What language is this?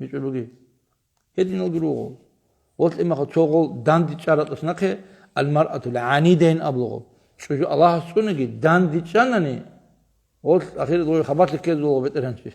Avaric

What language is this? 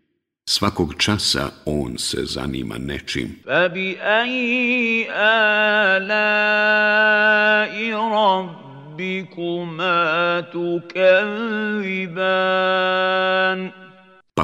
Bosnian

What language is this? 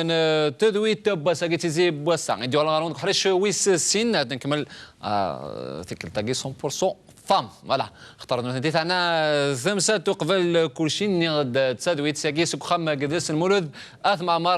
Kabyle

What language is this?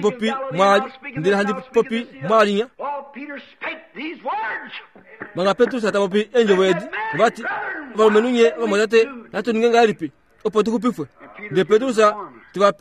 Kuanyama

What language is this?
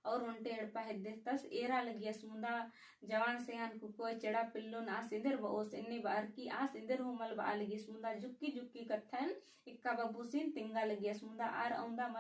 Kurukh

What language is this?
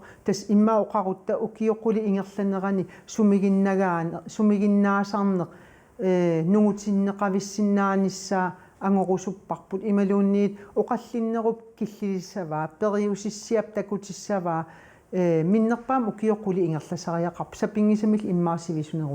Kalaallisut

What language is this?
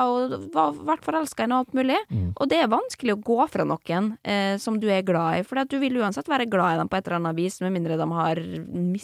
Norwegian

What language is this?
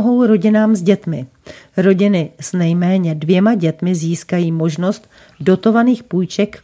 Czech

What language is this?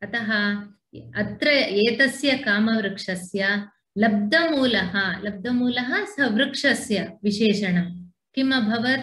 Sanskrit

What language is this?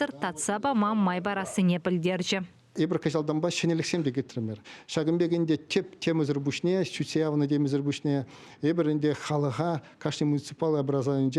Chuvash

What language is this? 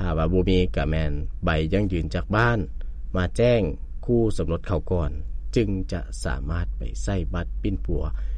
Lao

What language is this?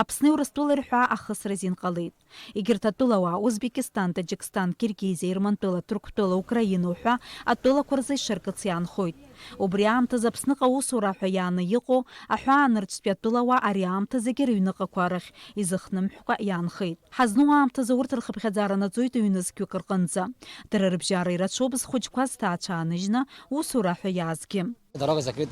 Abkhazian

